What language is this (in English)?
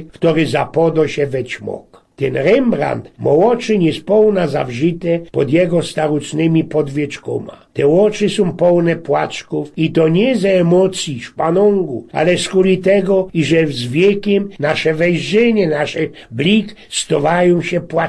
Silesian